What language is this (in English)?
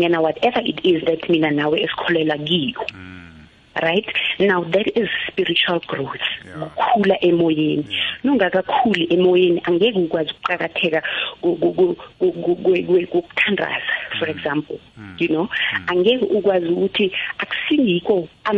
South Ndebele